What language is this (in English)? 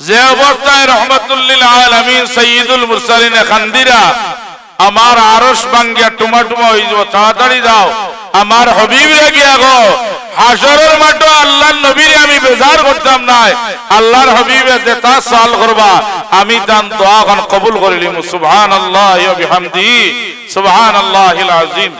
Sylheti